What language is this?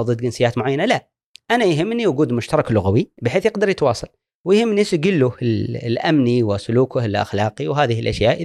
Gulf Arabic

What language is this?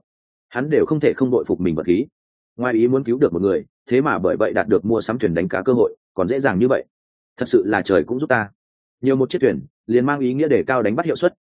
Vietnamese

